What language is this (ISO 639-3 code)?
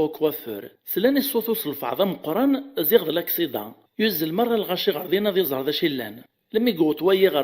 kab